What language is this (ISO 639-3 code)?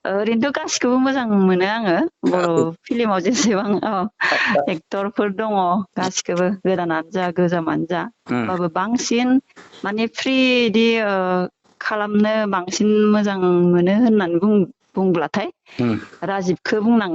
brx